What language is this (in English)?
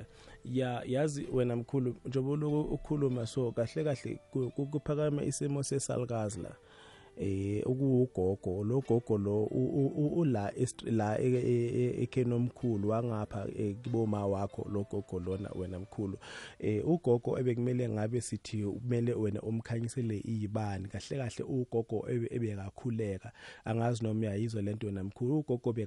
South Ndebele